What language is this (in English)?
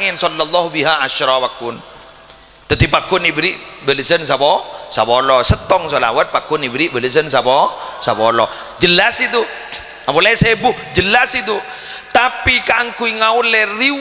Madurese